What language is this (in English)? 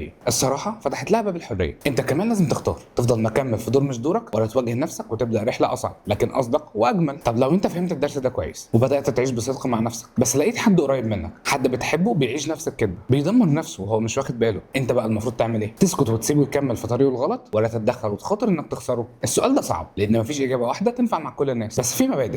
Egyptian Arabic